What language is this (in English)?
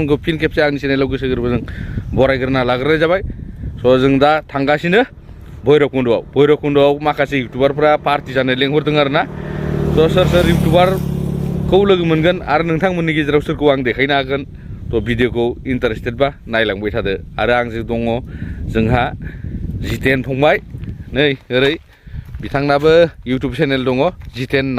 Bodo